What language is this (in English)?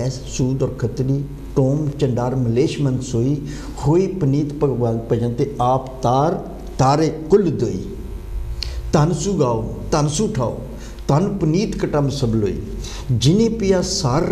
Punjabi